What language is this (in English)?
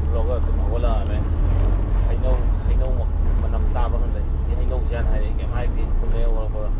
Manipuri